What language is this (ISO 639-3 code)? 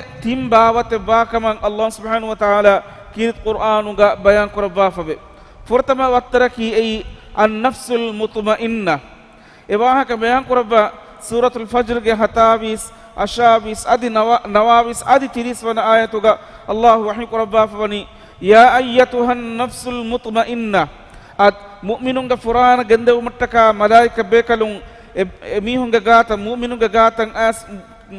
div